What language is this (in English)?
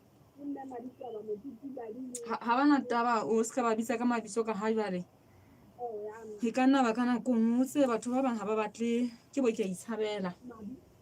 Southern Sotho